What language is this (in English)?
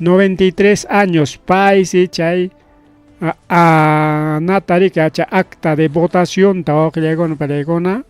Ayacucho Quechua